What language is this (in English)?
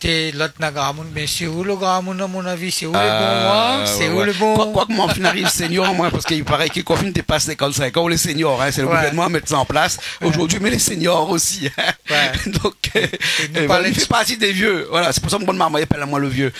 Réunion Creole French